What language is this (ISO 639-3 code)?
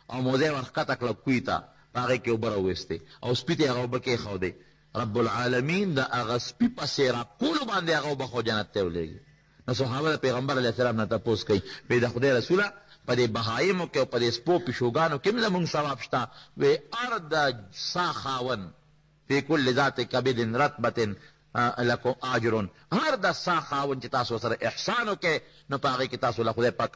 pus